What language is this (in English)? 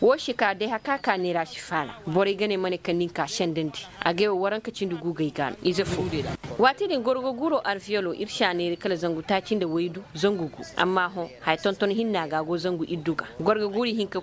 Koyraboro Senni